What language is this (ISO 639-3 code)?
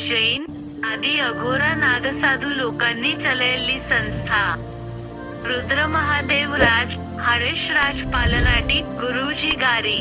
kok